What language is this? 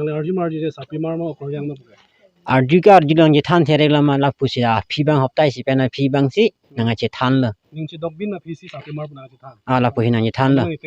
Karbi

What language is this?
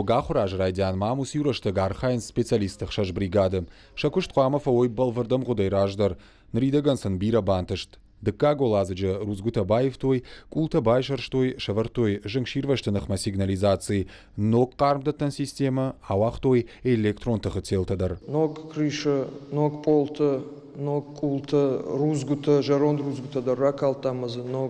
Ossetic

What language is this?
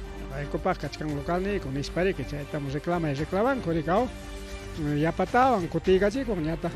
Ayacucho Quechua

